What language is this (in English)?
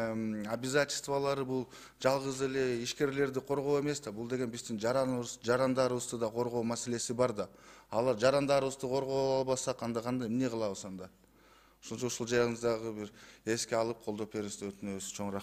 Kyrgyz